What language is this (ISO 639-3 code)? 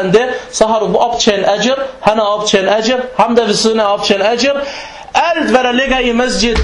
dan